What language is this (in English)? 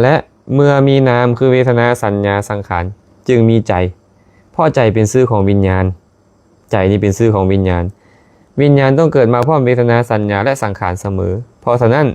Lao